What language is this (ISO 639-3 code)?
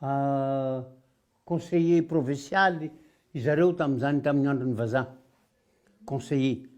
mlg